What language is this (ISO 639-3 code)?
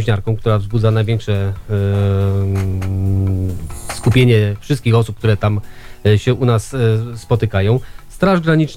pol